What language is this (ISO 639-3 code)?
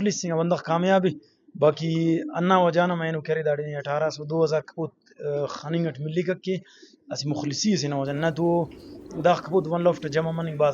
brh